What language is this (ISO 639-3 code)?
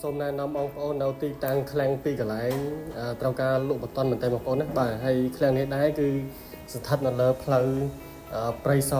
khm